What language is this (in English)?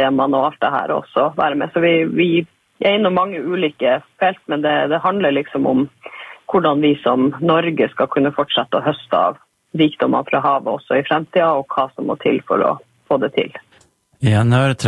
Norwegian